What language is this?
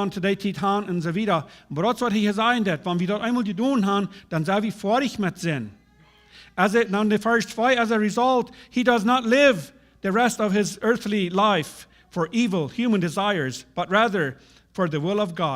Plautdietsch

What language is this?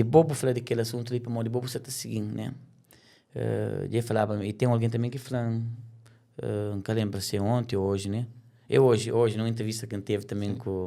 Kabuverdianu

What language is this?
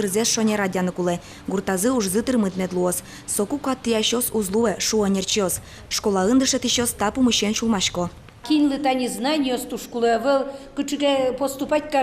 Udmurt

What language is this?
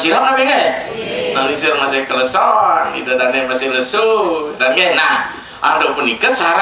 Balinese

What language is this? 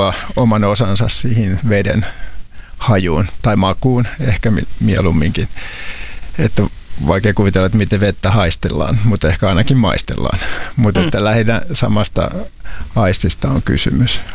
Finnish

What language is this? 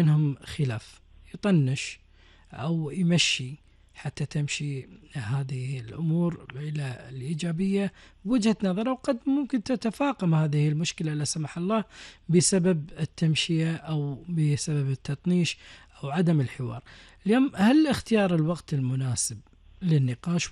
Gulf Arabic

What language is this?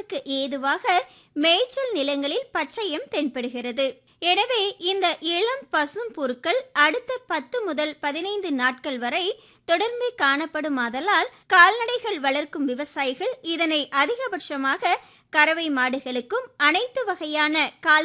Tamil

